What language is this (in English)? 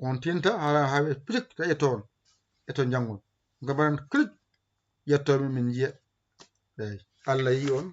Fula